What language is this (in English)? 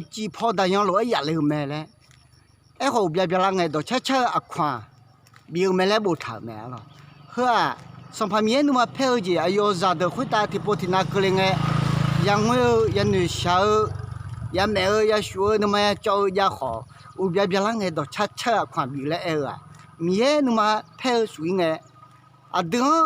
Akha